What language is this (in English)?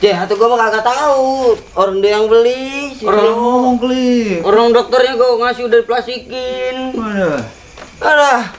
Betawi